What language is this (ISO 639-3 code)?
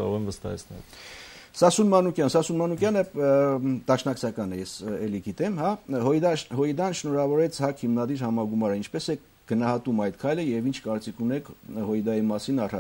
hye